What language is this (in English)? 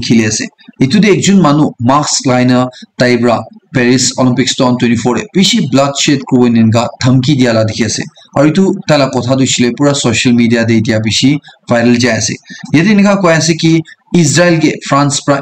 Naga Pidgin